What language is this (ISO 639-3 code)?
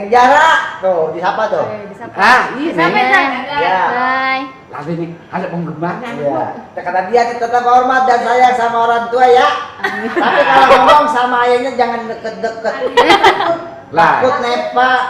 bew